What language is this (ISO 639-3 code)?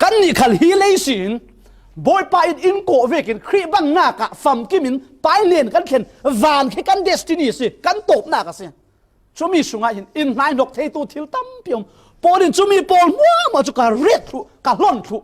cfm